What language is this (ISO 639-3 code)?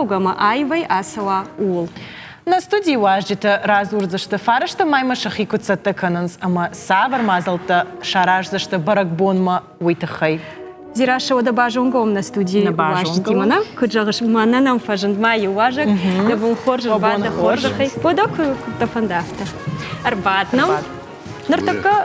oss